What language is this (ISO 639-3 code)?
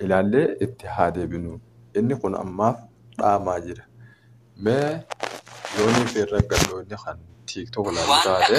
orm